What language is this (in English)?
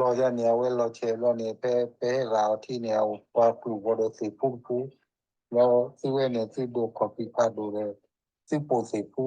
S'gaw Karen